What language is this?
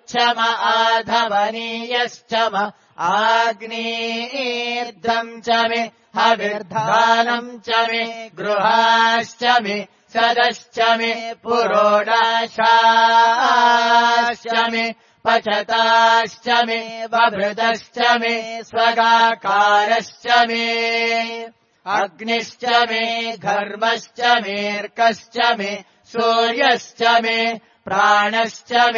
Sanskrit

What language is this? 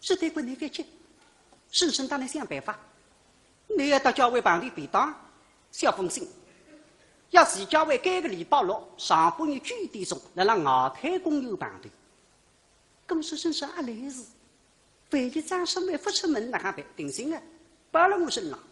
Wu Chinese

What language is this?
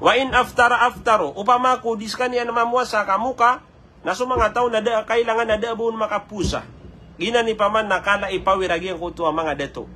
Maranao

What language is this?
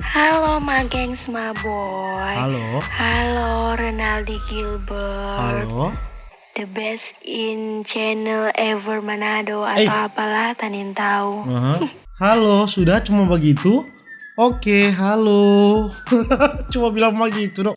Manado Malay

